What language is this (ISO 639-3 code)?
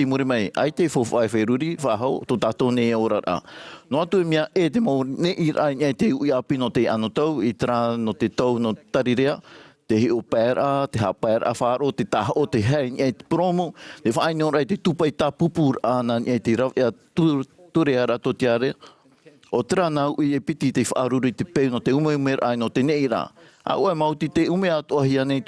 tah